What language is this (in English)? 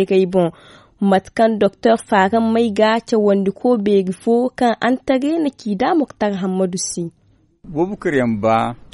Zarma